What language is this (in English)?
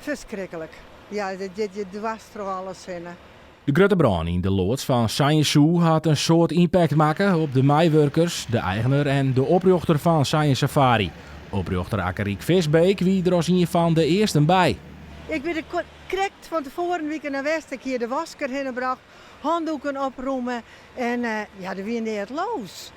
Western Frisian